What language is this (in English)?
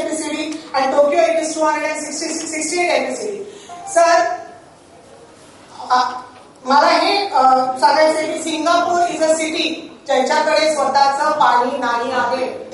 Marathi